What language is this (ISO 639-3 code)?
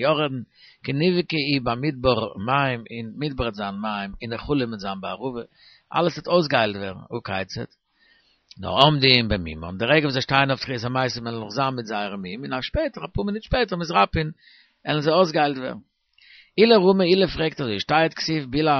yid